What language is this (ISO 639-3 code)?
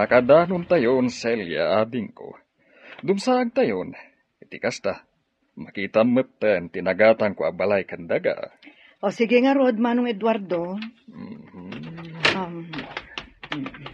ilo